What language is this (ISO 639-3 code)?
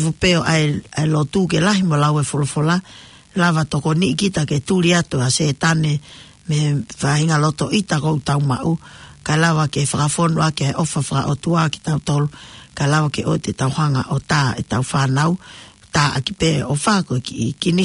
ton